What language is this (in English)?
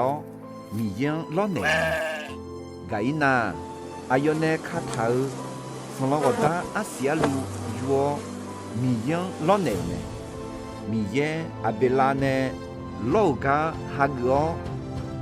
Akha